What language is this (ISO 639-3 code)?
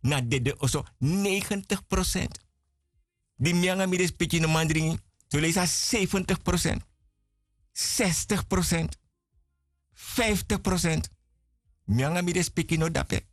srn